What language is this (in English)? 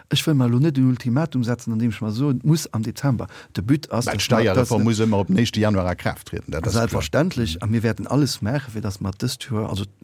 Luxembourgish